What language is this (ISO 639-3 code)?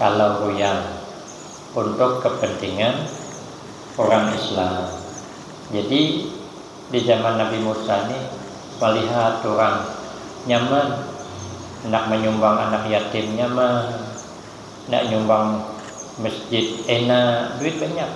bjn